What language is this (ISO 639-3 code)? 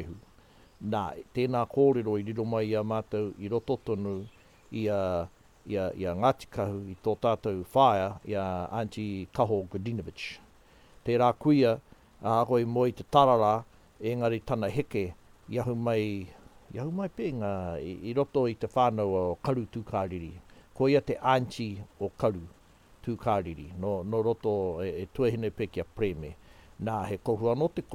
mri